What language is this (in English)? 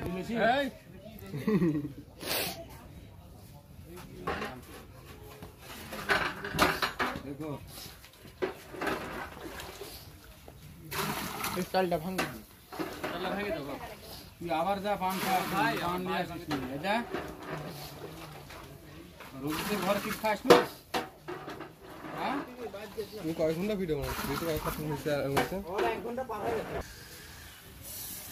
Bangla